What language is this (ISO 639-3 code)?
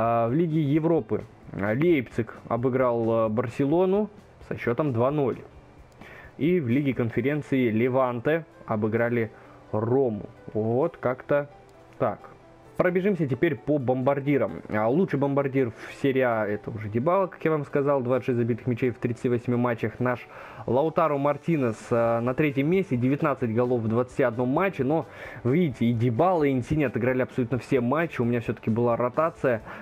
rus